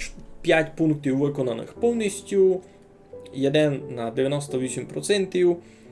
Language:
Rusyn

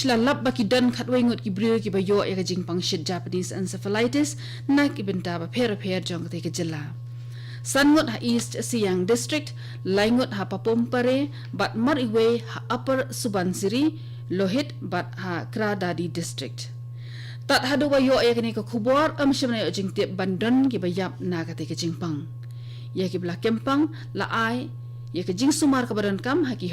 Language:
Khasi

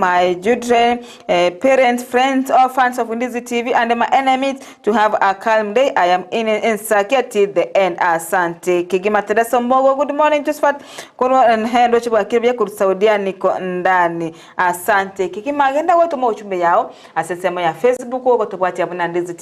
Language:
Gusii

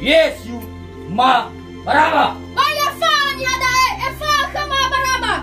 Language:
Nias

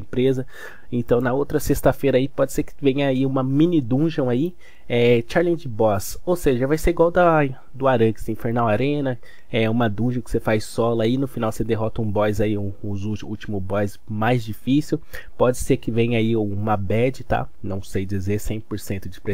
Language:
Portuguese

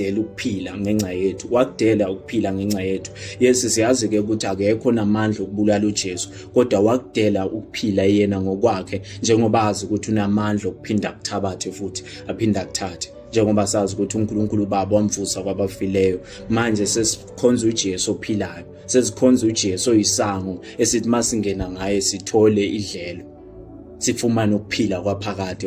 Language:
Zulu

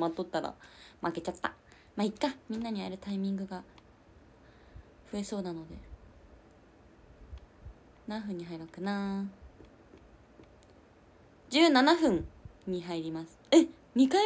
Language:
Japanese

